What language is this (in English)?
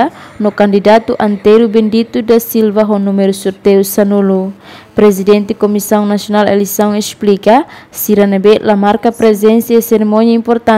Tetum